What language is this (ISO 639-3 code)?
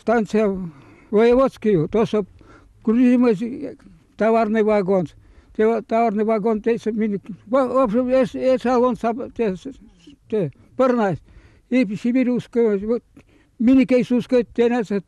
myv